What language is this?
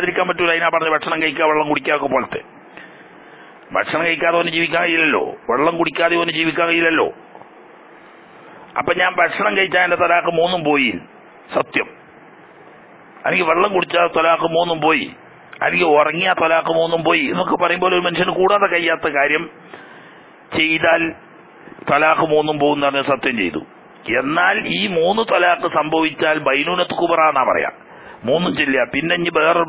Malayalam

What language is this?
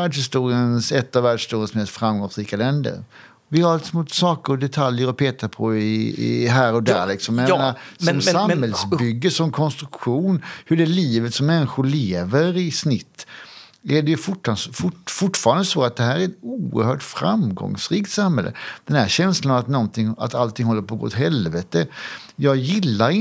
Swedish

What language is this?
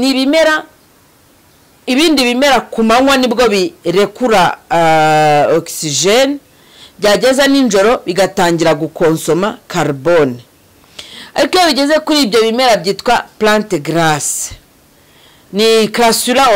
Kinyarwanda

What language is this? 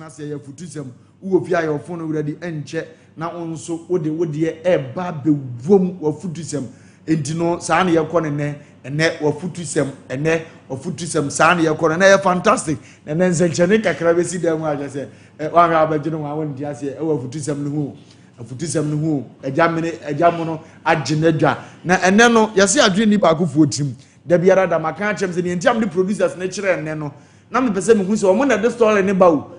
Akan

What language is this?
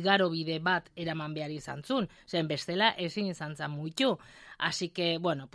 Basque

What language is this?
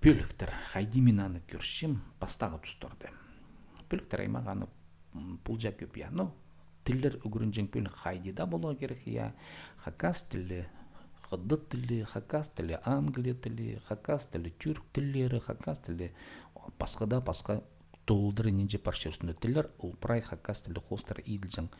Khakas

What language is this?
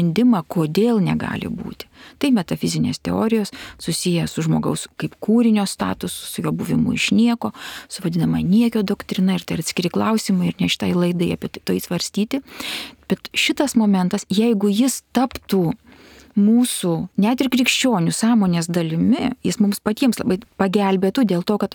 Lithuanian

